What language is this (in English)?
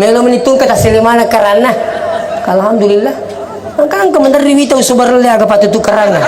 Buginese